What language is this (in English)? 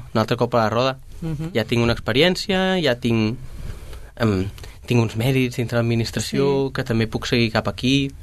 Catalan